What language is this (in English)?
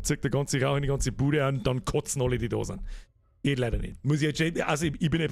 Bavarian